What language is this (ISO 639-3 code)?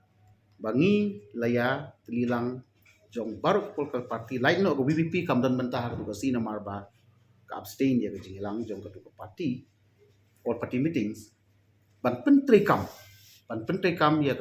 kha